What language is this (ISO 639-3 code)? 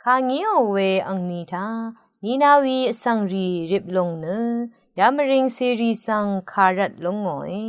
raw